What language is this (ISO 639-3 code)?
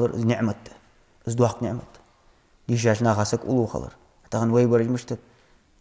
inh